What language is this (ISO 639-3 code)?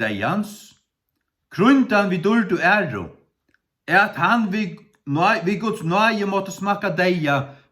fao